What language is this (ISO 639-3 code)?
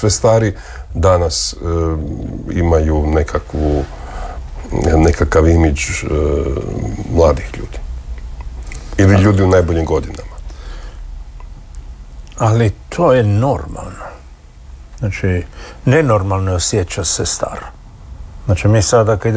hrv